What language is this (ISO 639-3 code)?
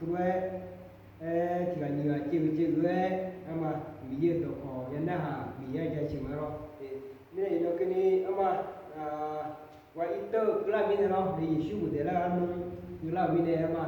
ahk